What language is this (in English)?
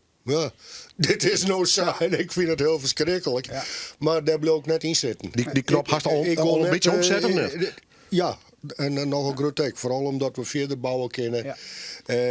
Western Frisian